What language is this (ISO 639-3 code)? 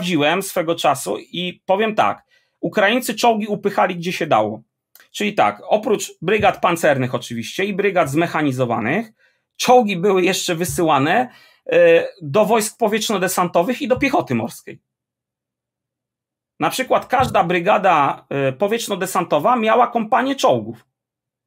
pol